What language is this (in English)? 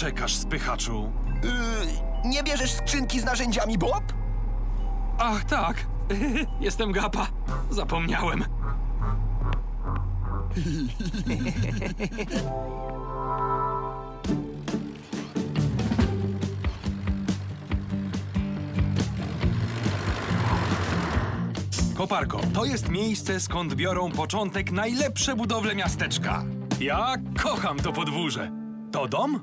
Polish